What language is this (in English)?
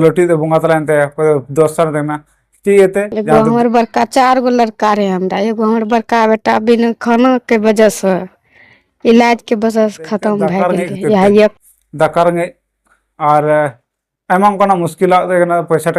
Santali